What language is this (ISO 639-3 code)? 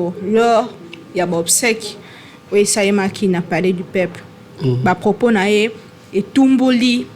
lin